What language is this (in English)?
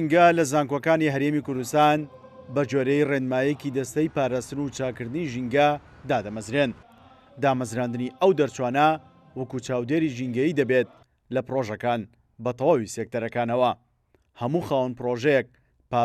Central Kurdish